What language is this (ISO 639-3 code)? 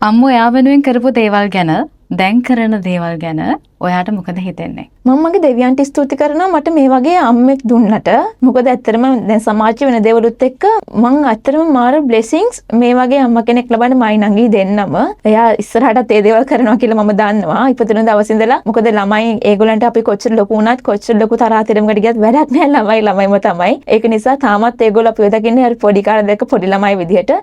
sin